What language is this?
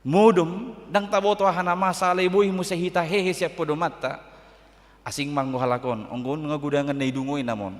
Batak Toba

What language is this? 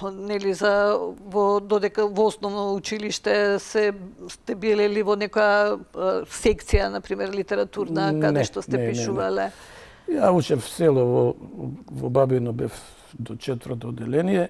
Macedonian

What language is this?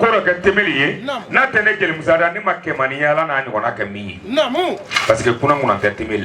Bambara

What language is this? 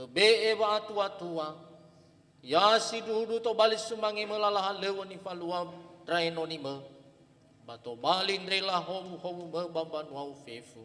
Nias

